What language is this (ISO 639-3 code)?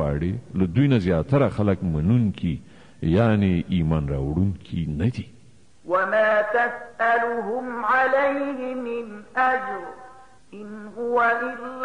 pus